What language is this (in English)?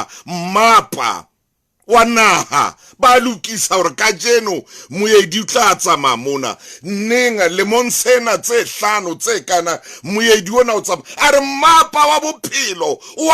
Southern Sotho